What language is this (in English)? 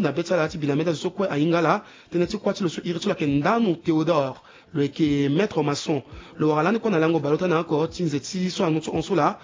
Sango